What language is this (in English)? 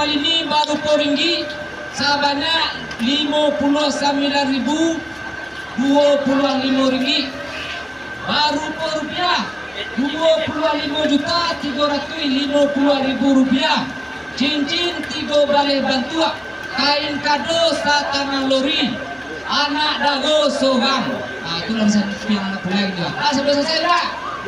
Minangkabau